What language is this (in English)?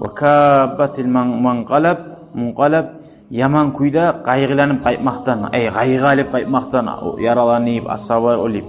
Kumyk